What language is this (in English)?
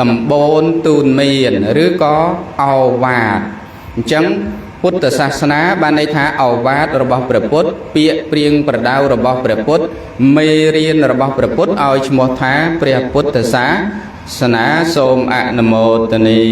Khmer